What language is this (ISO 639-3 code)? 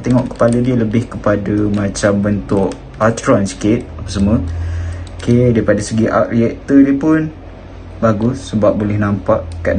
msa